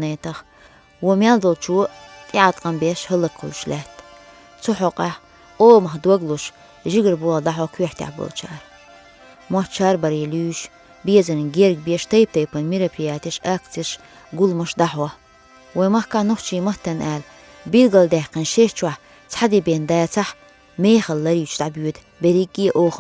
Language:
Chechen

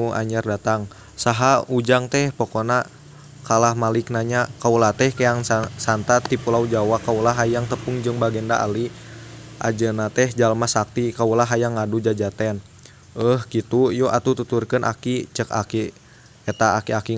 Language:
Sundanese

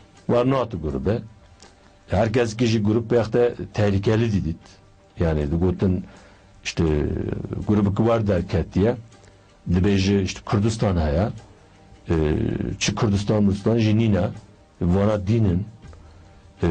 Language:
Kurdish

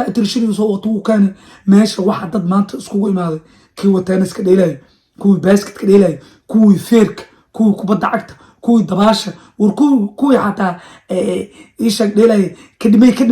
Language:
Somali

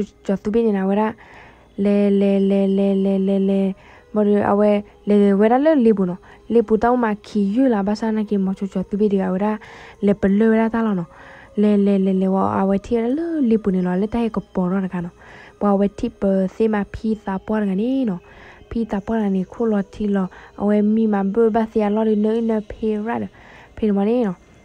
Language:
S'gaw Karen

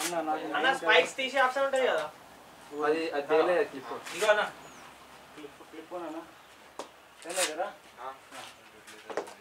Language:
Telugu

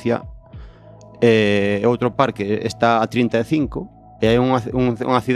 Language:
Galician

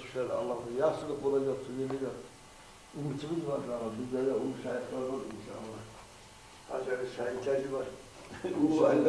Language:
Kumyk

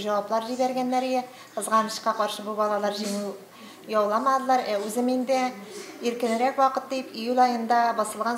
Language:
Tatar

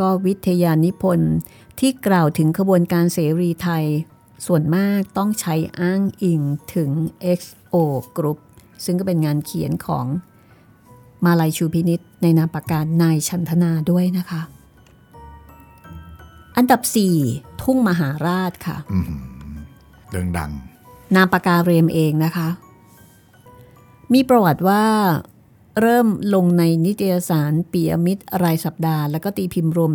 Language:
Thai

